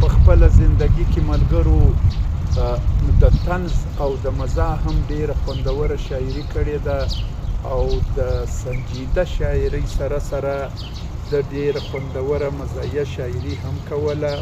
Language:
Pashto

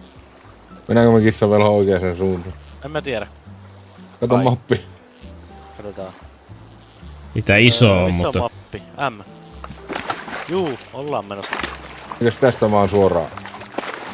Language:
Finnish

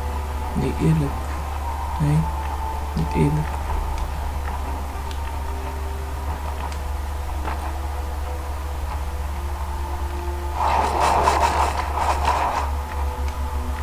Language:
Dutch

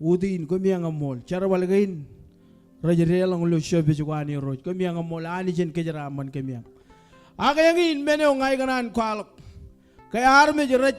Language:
Marshallese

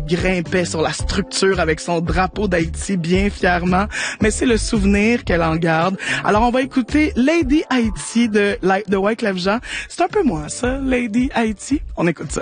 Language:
French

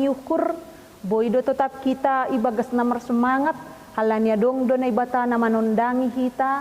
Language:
Batak Simalungun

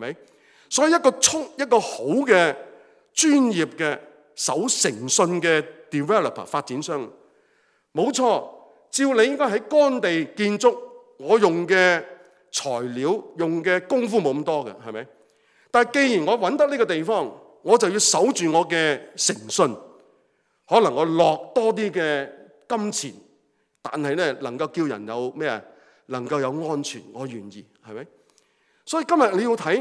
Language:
Cantonese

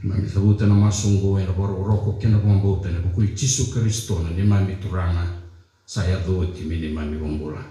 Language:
Fijian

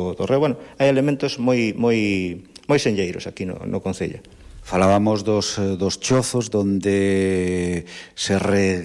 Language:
Galician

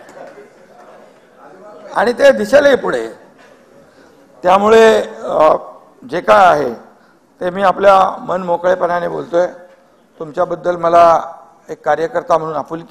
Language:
Marathi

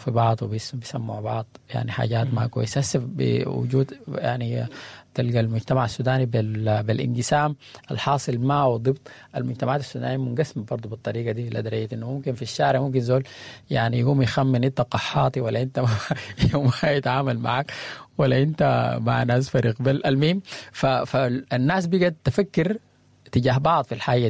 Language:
Sudanese Arabic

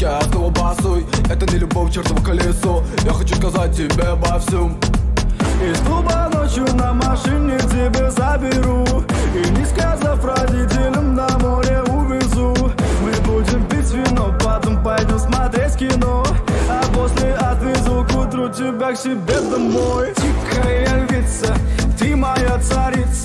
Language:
Russian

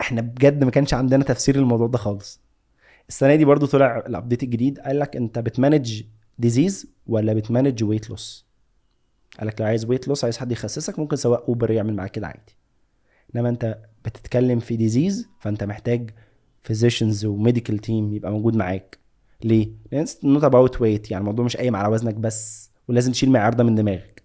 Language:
Egyptian Arabic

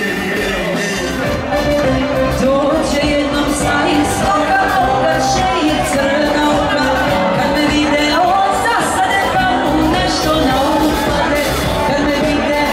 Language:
Serbian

